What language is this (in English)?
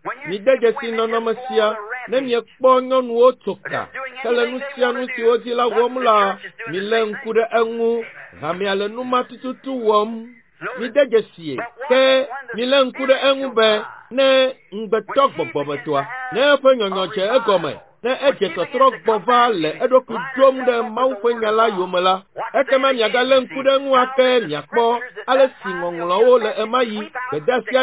Ewe